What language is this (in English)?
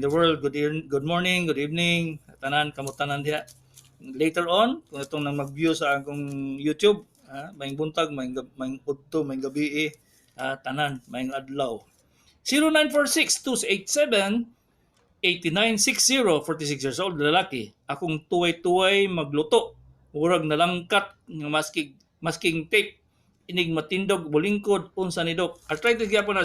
Cebuano